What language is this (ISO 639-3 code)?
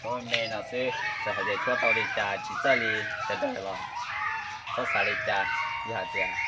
hmn